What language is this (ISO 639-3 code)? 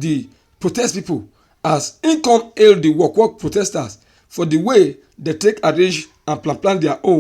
pcm